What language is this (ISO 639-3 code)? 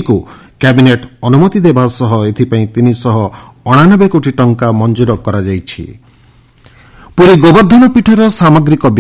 ori